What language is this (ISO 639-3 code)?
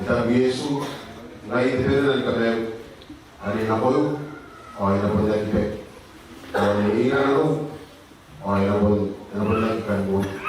gil